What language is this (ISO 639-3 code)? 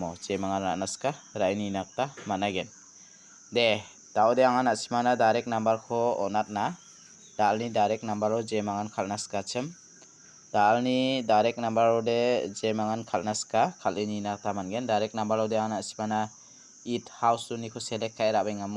grt